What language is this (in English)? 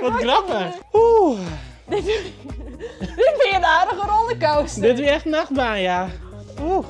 Western Frisian